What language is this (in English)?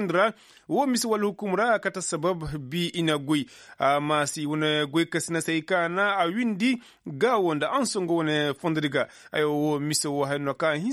Koyraboro Senni